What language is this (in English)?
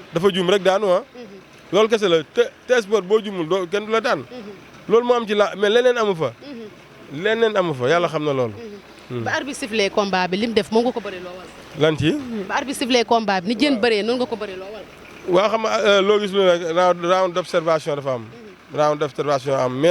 Wolof